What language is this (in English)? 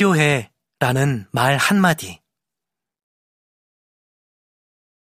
Korean